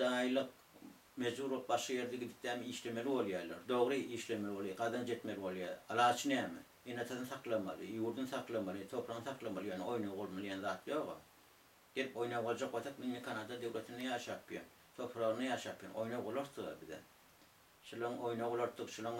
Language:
Turkmen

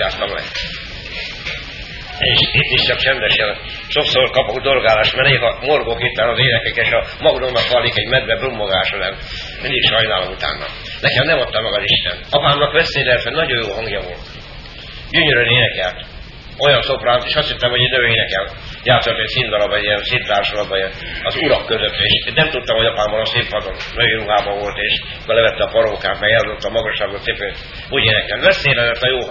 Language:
Hungarian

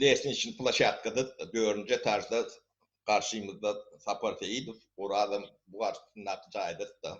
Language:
Turkmen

